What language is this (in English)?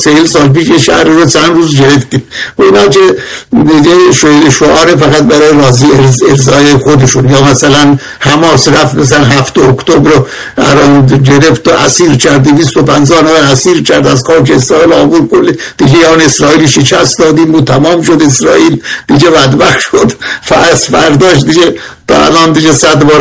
Persian